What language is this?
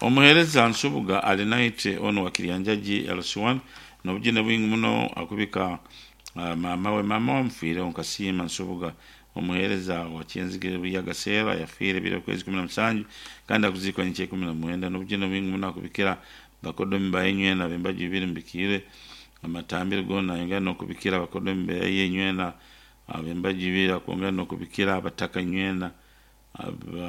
Nyankole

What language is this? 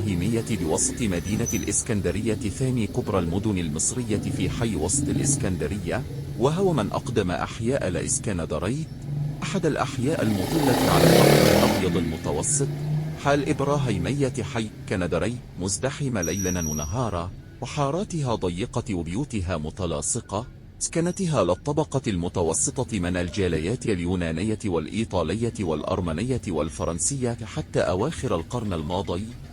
Egyptian Arabic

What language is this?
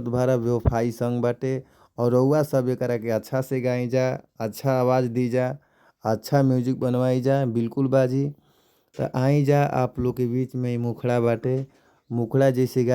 Bhojpuri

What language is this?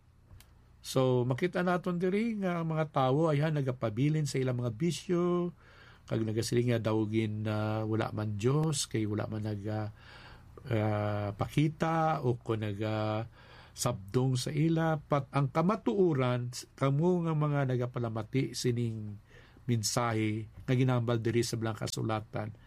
Hiligaynon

